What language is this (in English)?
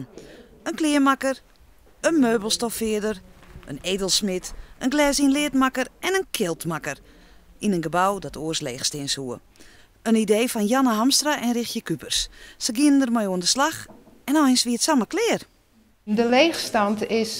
Western Frisian